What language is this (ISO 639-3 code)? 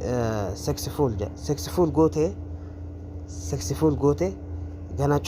orm